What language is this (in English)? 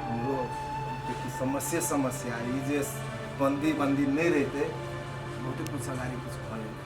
Maithili